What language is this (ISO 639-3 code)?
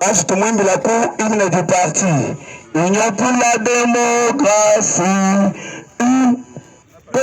lua